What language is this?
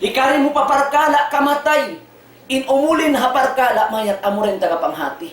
Tausug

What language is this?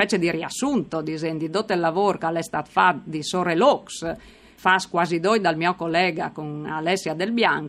Friulian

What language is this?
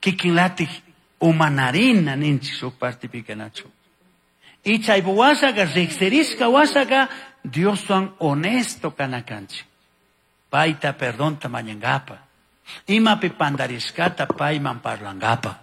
Chimborazo Highland Quichua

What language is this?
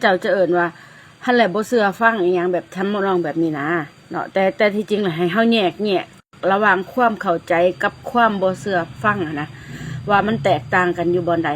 Lao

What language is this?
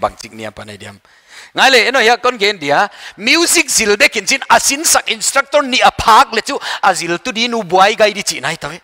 Paite Chin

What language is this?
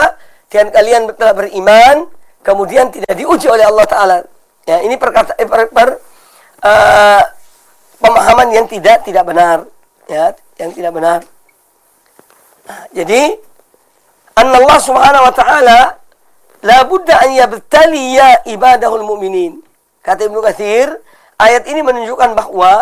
Indonesian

